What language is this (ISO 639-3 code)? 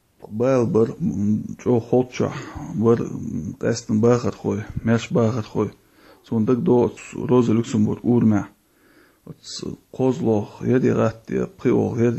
che